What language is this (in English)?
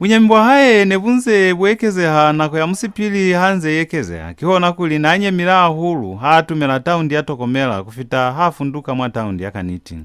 Lozi